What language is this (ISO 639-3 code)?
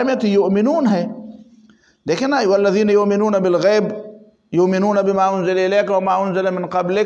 urd